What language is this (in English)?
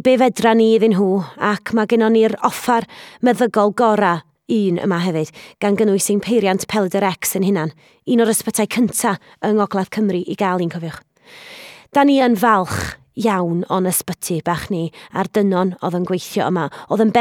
Welsh